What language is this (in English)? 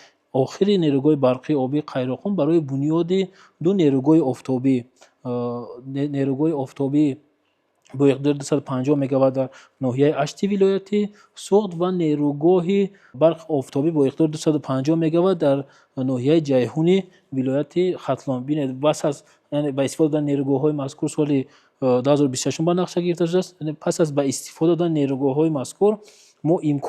Tajik